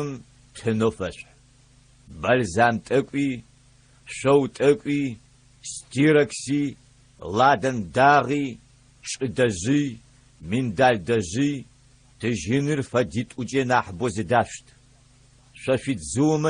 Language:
Adyghe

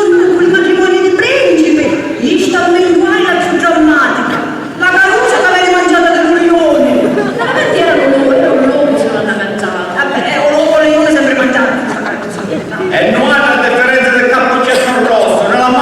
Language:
Sicilian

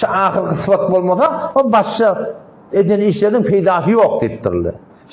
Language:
Turkmen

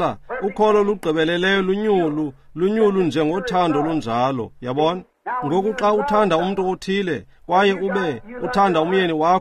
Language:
Xhosa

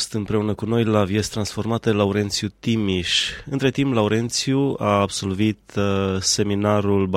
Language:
Romanian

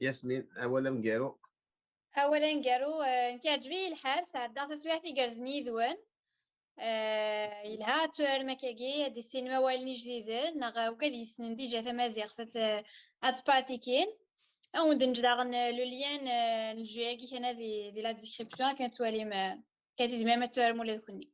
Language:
Kabyle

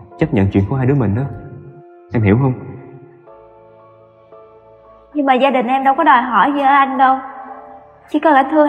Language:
Vietnamese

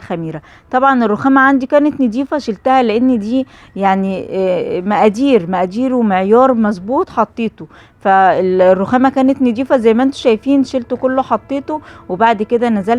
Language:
Egyptian Arabic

